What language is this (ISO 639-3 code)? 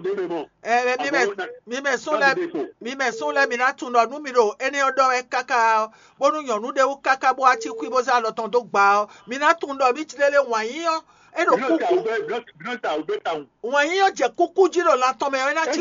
fon